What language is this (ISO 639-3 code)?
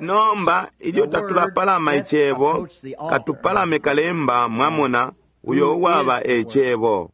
bem